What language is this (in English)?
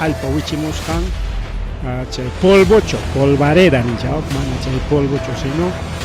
Ayacucho Quechua